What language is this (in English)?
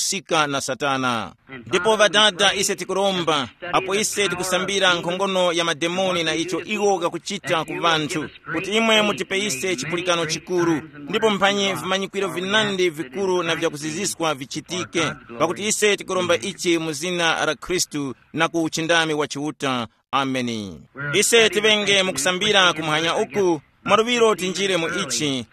Tumbuka